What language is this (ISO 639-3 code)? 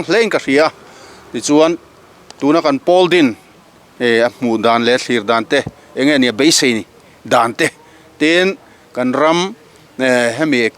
lus